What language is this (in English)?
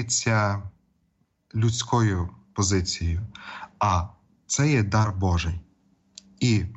Ukrainian